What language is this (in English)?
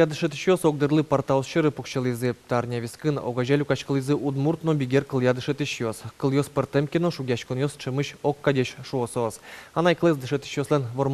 Udmurt